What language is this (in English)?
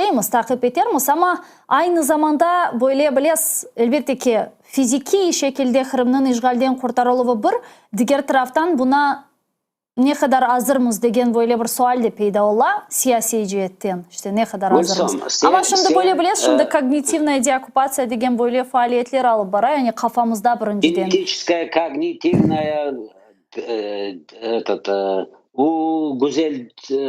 Crimean Tatar